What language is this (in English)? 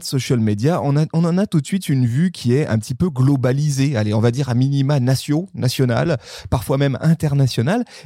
French